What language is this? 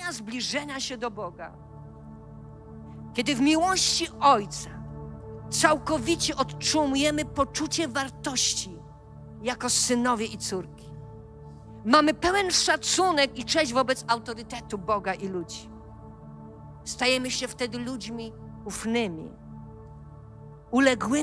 Polish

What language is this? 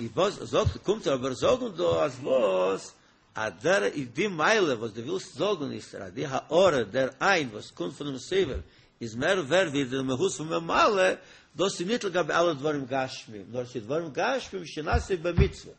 Yiddish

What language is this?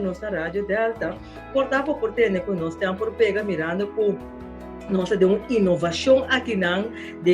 Papiamento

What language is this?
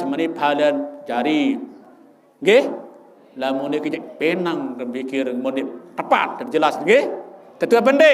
Sasak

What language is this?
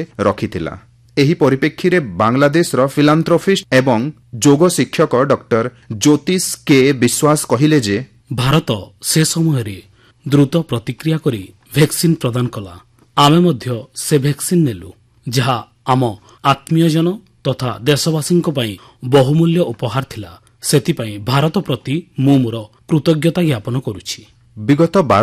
Odia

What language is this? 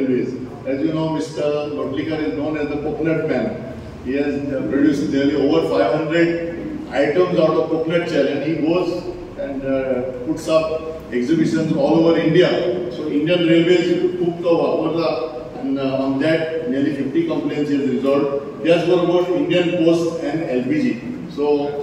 Konkani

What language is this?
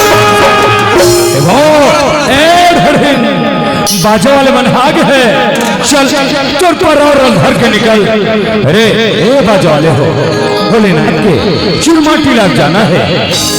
Chhattisgarhi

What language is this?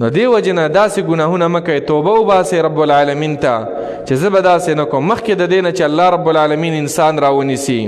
Pashto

